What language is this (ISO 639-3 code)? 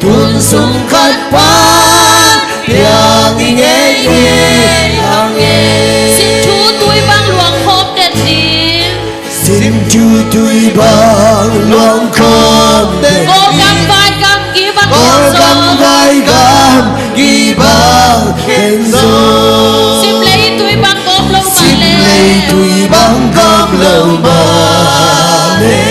ctd